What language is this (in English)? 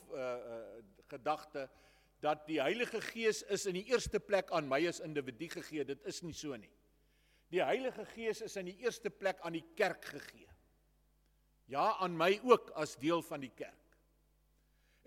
Afrikaans